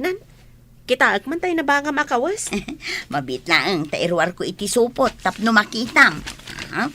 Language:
Iloko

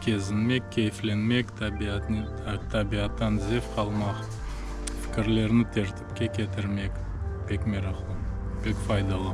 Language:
Crimean Tatar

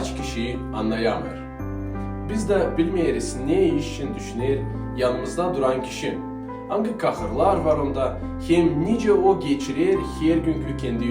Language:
Gagauz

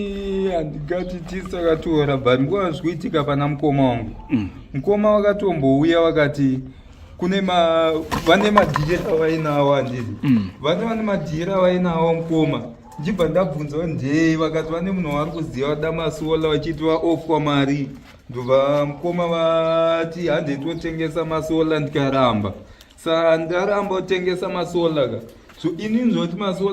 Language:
Shona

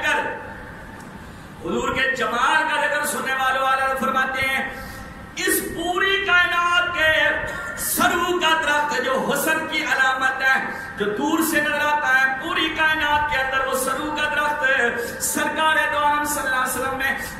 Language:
Urdu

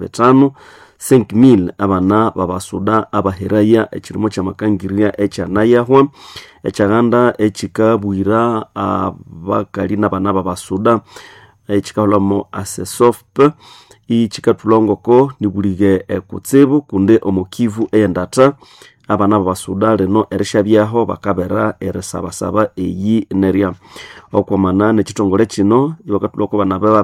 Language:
Nande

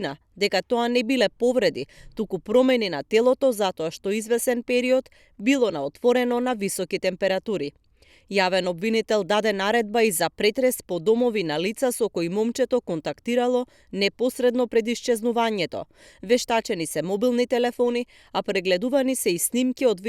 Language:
Macedonian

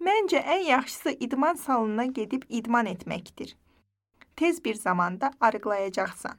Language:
Azerbaijani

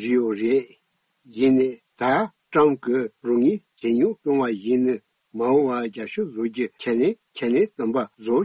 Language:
Tibetan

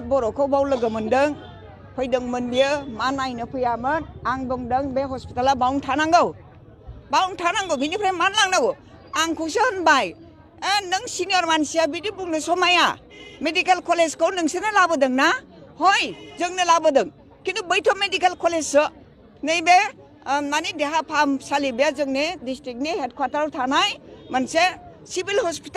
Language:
Bodo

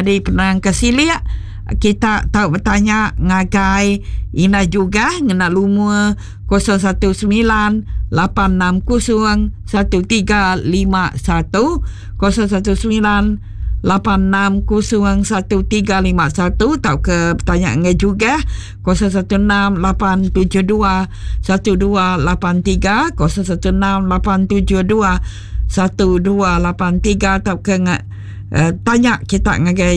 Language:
Iban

